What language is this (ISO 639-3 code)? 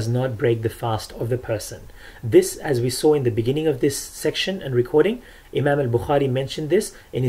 eng